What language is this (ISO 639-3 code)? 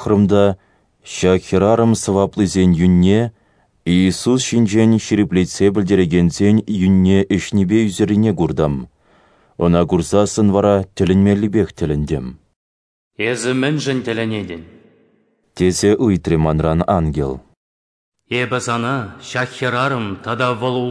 chv